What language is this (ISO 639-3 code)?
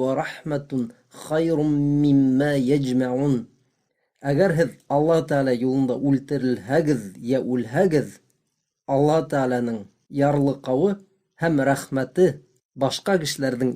bak